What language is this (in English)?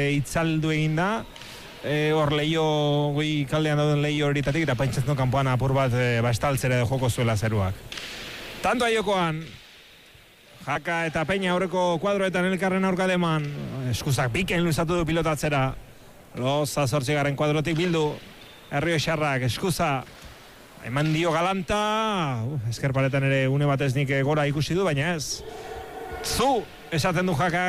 Basque